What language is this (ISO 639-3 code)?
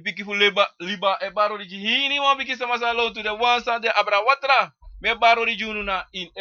srn